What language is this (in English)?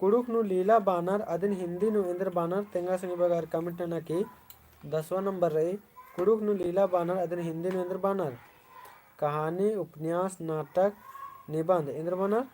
Kurukh